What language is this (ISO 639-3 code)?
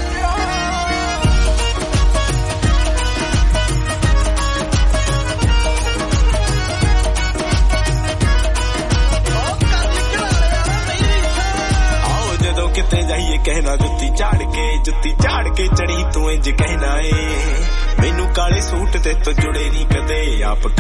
pan